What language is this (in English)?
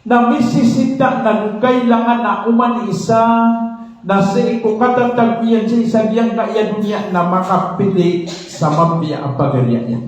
Maranao